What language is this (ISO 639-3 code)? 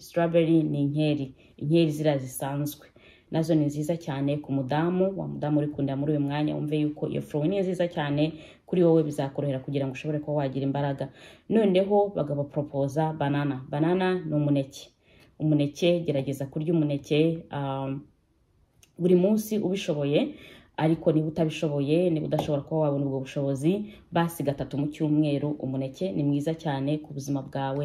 kin